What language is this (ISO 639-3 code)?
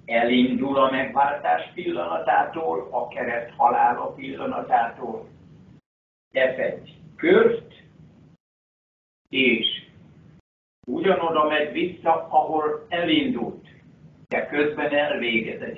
hun